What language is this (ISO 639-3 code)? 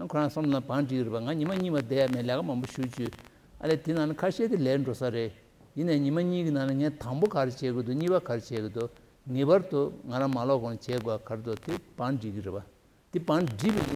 bod